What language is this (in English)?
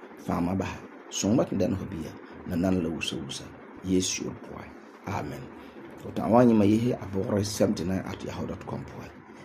Frafra